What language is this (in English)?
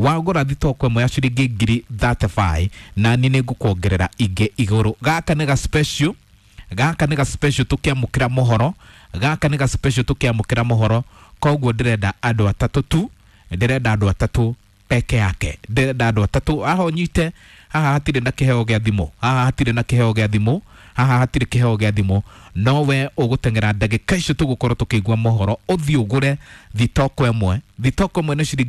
Kikuyu